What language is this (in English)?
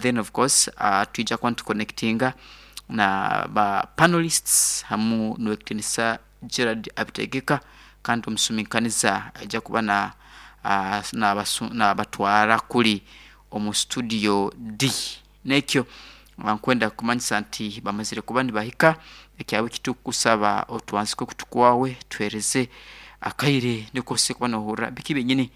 Nyoro